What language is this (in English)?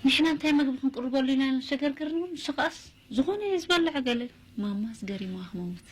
Tigrinya